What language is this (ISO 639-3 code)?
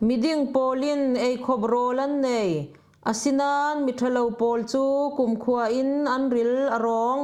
cfm